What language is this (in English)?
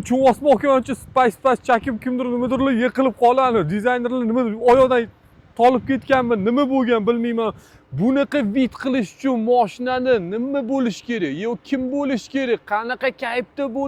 Uzbek